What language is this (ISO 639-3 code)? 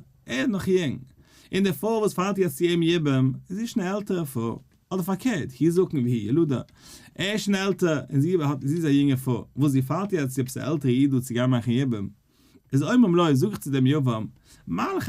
yid